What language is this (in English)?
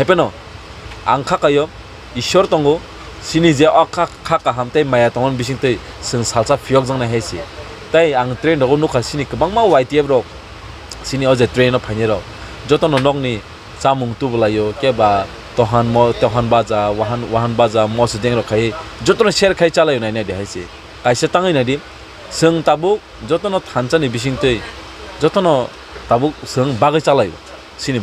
Kok Borok